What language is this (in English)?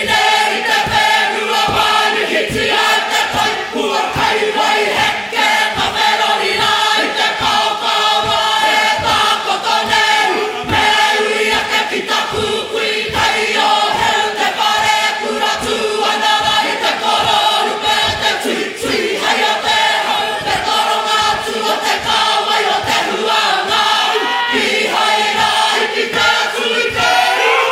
Māori